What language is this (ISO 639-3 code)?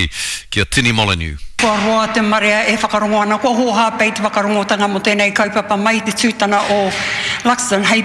mri